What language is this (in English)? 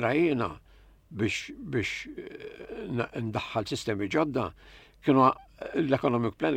Maltese